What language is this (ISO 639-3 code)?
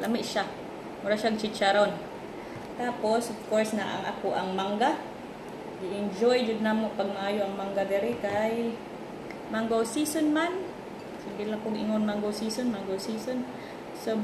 ceb